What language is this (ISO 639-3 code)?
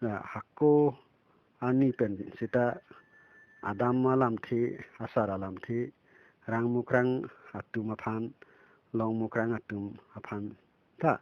mjw